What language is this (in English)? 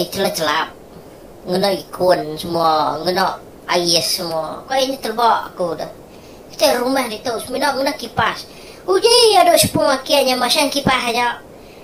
Iban